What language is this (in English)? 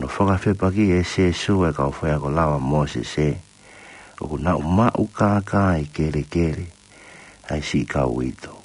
Tongan